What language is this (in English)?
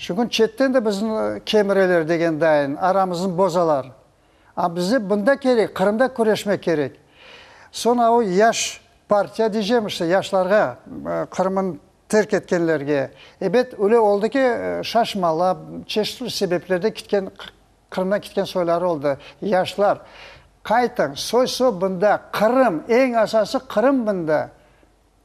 Crimean Tatar